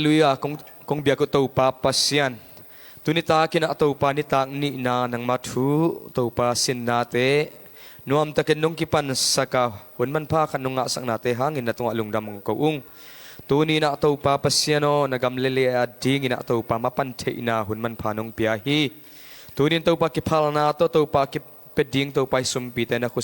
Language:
Tedim Chin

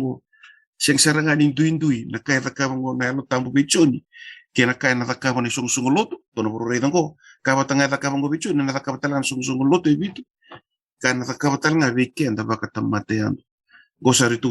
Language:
Fijian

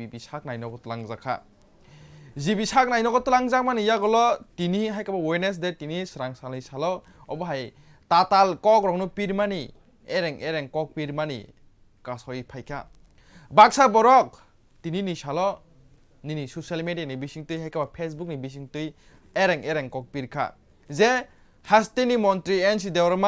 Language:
Kok Borok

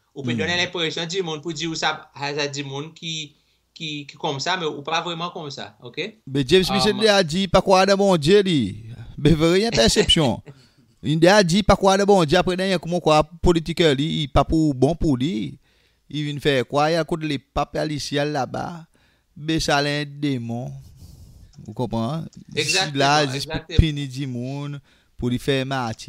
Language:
Seselwa Creole French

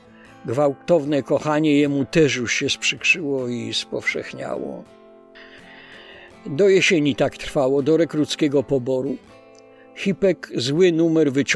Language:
Polish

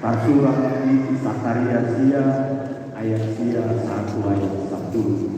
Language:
Batak Toba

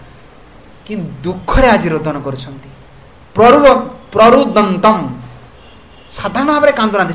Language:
Odia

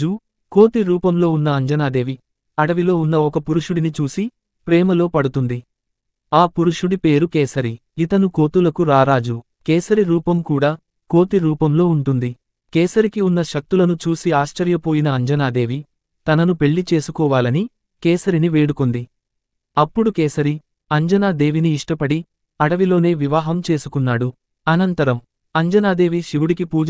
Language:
Telugu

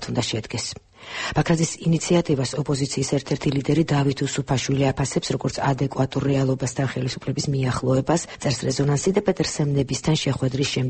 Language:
Georgian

